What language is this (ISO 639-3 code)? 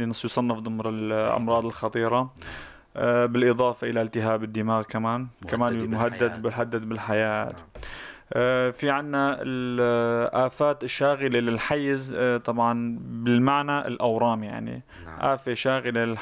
apc